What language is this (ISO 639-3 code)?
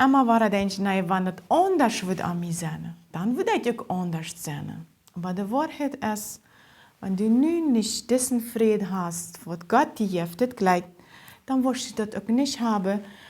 pdt